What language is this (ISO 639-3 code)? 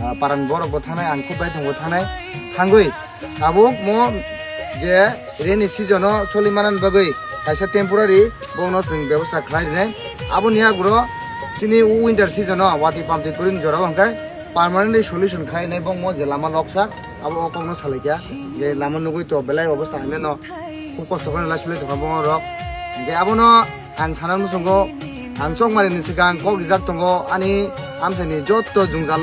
trp